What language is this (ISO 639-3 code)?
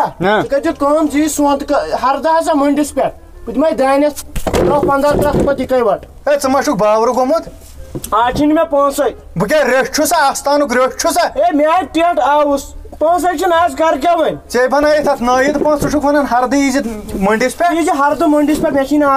kas